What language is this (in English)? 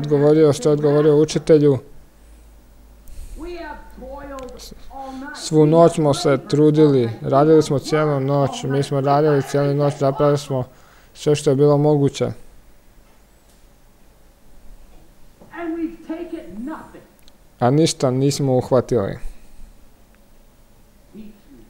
Croatian